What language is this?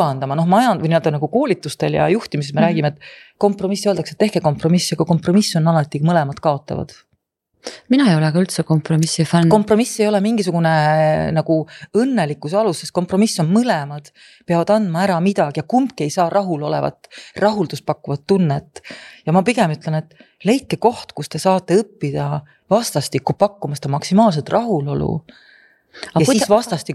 Estonian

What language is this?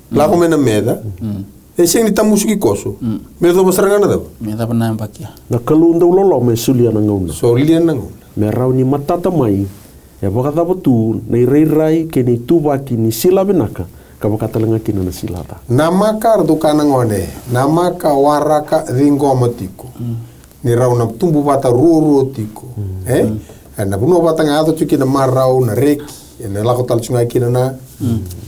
Fijian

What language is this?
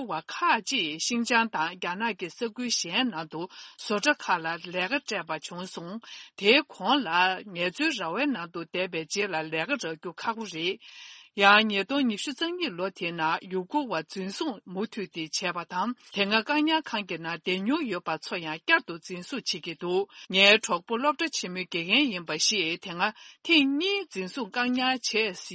Tibetan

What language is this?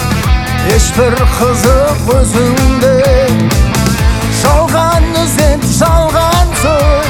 Kazakh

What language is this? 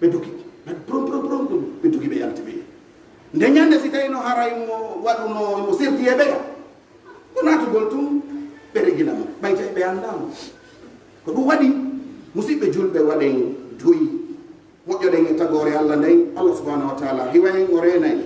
Pular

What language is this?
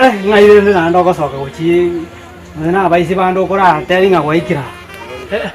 Gusii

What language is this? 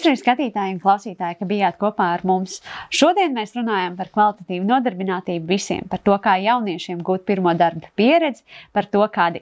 Latvian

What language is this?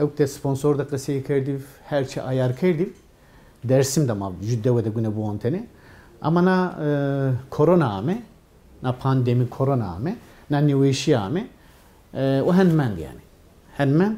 Zaza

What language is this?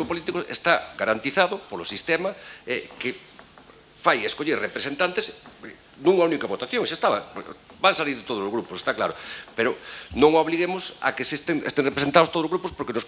Galician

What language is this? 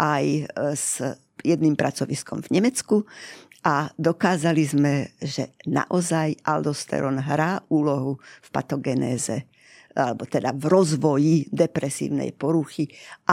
Slovak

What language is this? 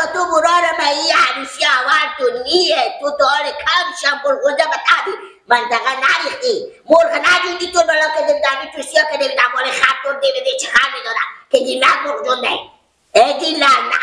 Persian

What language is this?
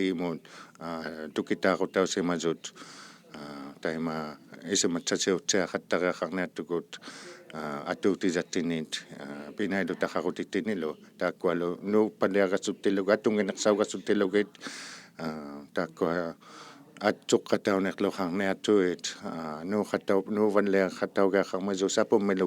Inuktitut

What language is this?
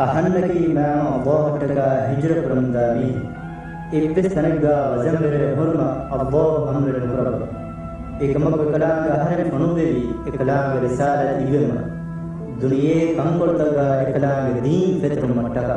Divehi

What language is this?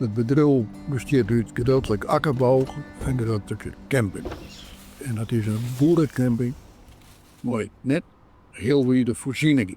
Western Frisian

